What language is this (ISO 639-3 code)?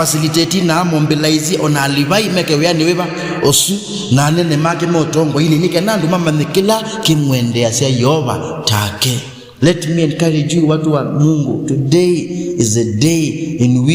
kam